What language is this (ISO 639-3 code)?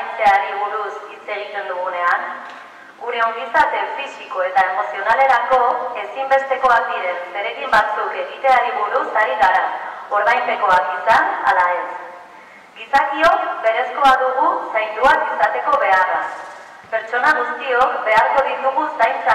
eus